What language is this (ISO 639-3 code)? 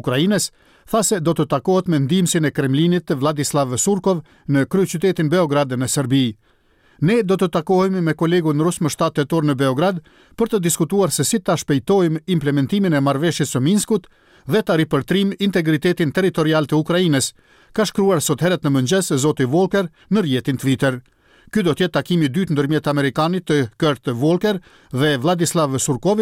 sqi